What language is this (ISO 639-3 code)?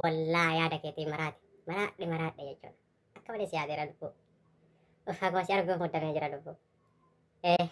orm